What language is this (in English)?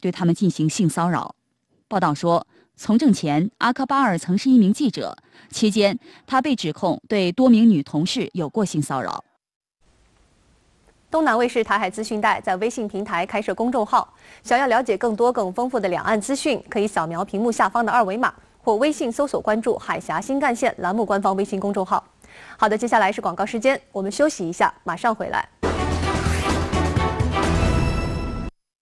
Chinese